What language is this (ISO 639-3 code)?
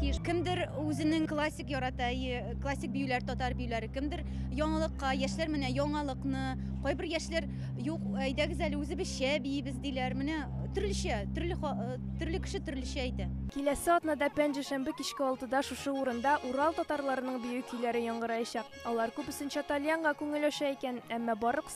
tat